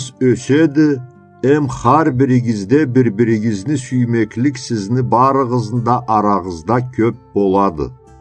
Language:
Karachay-Balkar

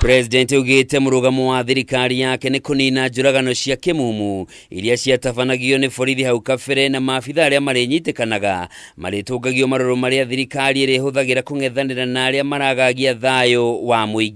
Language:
Kikuyu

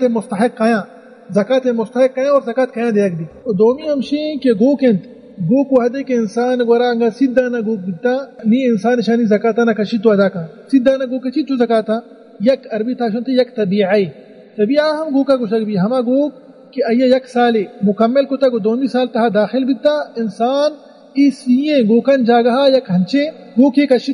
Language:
Baluchi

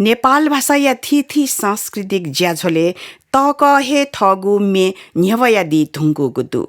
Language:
Newari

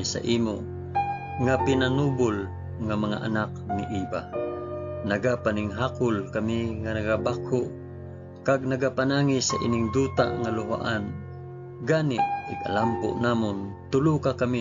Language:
Hiligaynon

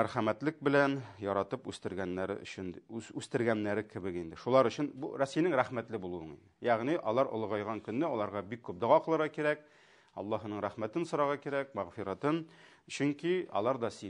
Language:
Tatar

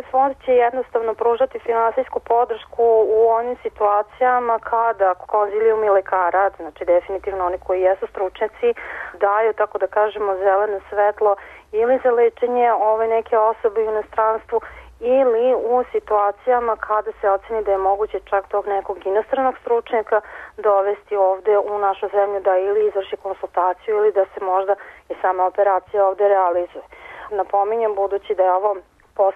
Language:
Serbian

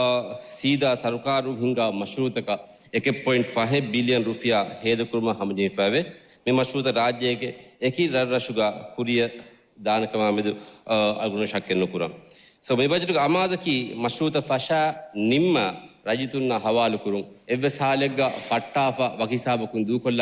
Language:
Divehi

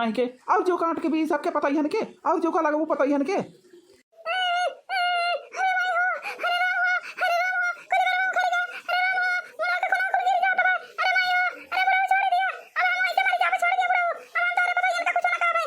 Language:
Awadhi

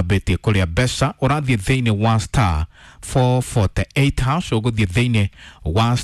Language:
Kikuyu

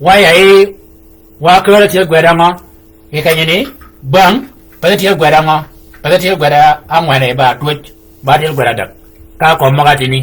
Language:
Shilluk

